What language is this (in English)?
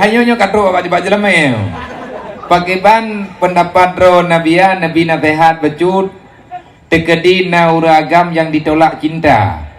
Achinese